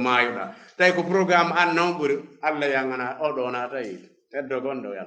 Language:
Fula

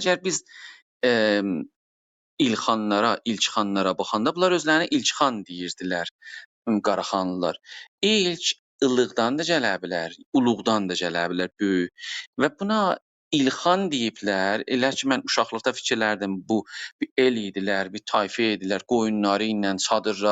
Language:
South Azerbaijani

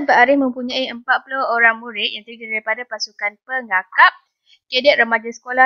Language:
Malay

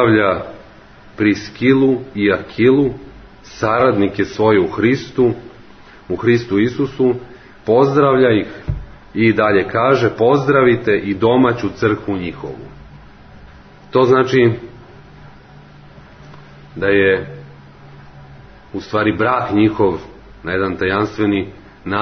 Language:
Serbian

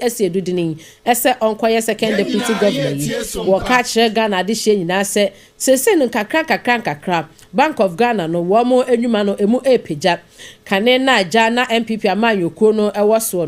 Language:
Akan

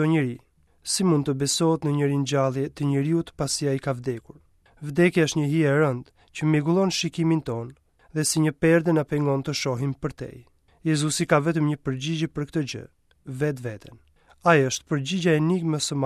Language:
Albanian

